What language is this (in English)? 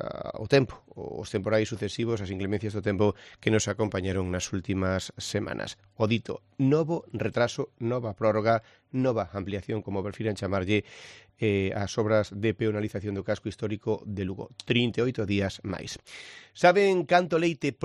Galician